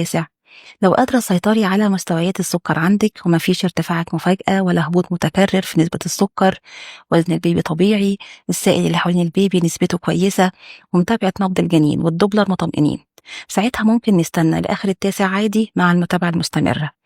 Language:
Egyptian Arabic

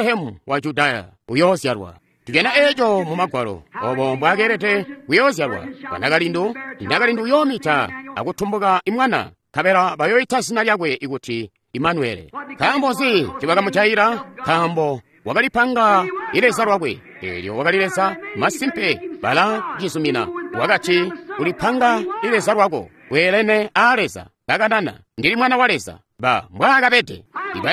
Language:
Tonga (Zambia)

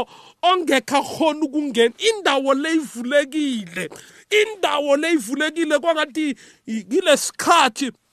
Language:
South Ndebele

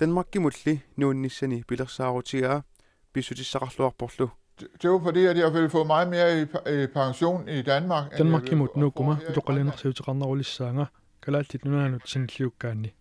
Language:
Kalaallisut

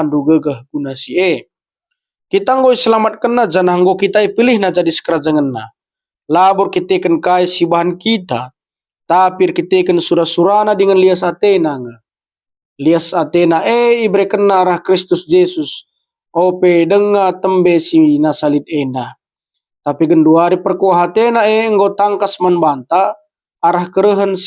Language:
Batak Karo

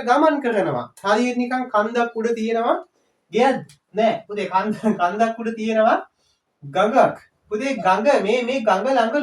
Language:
Sinhala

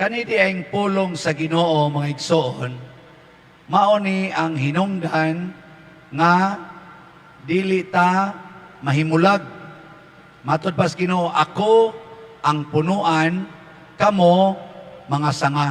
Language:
Cebuano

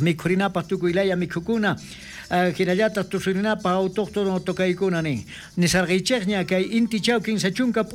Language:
South Bolivian Quechua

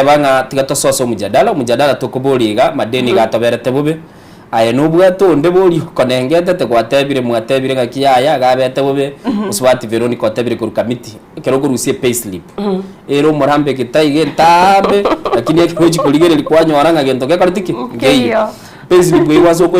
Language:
Gusii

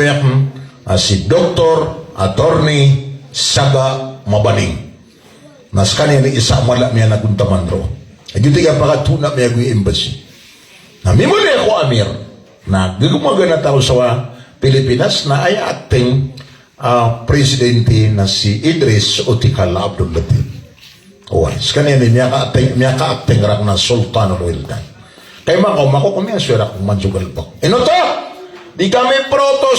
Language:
Maranao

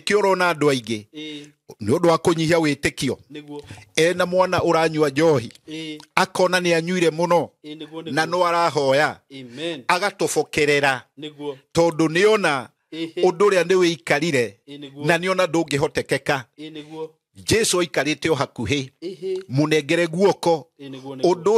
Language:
Kikuyu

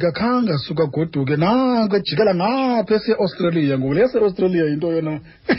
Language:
Xhosa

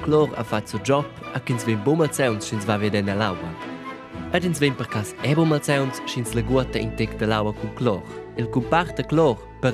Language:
Romansh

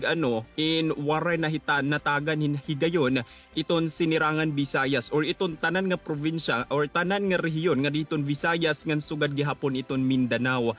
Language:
Waray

